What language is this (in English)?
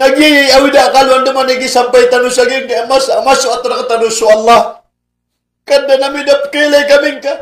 Maranao